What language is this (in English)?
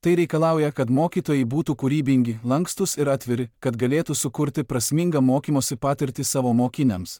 Lithuanian